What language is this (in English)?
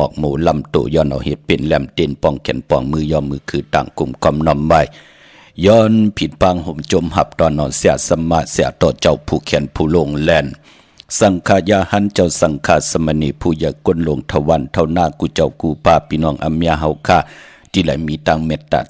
Shan